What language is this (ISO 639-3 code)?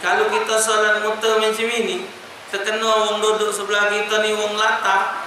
mui